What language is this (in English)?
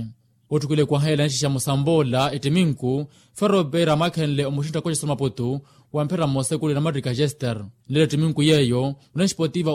Makhuwa